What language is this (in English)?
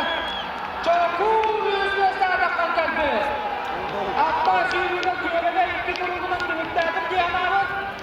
Yakut